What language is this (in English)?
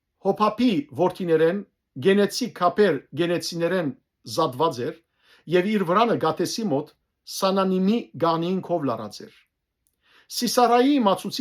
Western Armenian